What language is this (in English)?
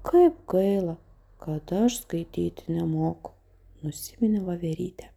Lithuanian